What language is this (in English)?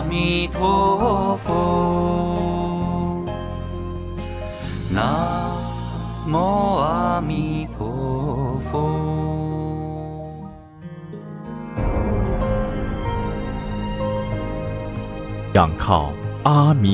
Chinese